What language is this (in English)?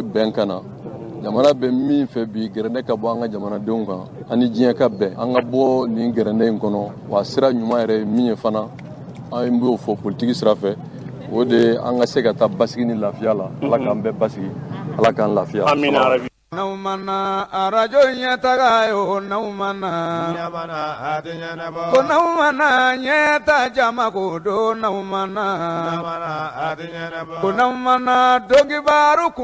Bambara